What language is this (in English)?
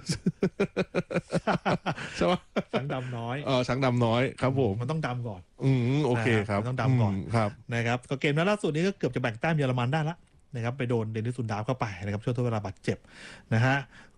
Thai